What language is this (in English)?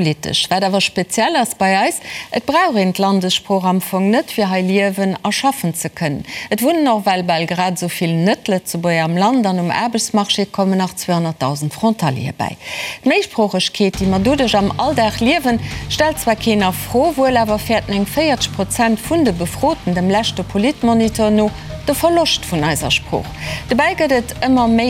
Luxembourgish